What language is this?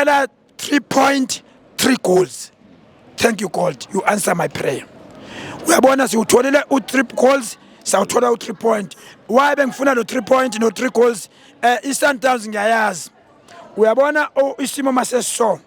Zulu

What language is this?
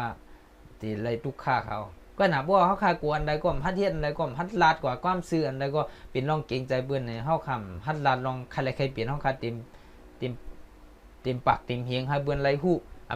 Shan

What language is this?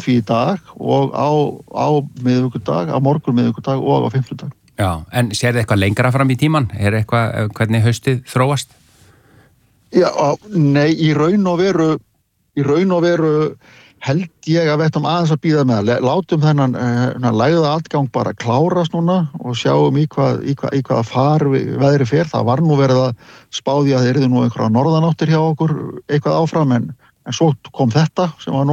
Icelandic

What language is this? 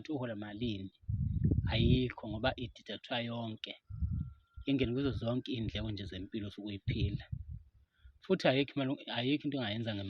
Zulu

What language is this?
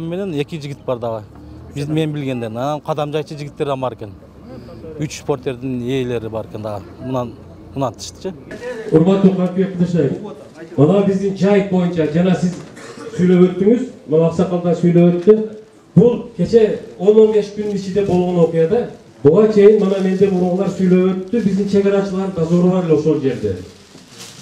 Kyrgyz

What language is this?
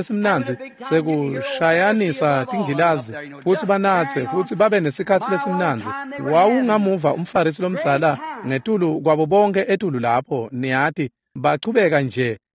Swati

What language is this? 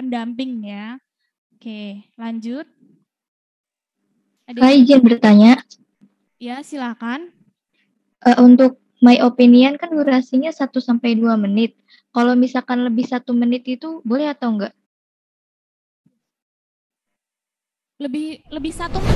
Indonesian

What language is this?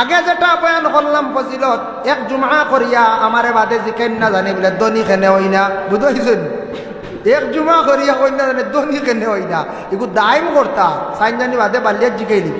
Sylheti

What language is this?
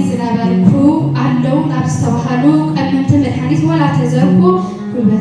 Tigrinya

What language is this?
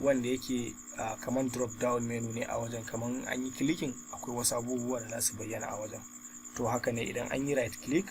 Hausa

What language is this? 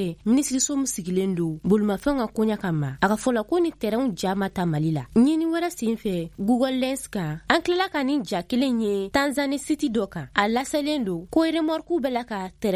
Bambara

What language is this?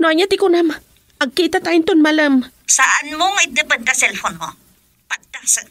Iloko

